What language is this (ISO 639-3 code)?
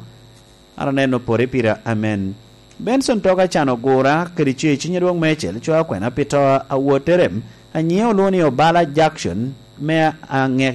laj